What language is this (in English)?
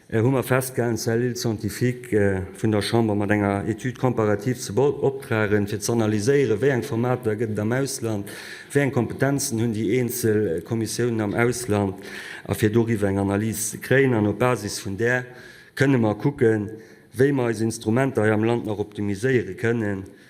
Luxembourgish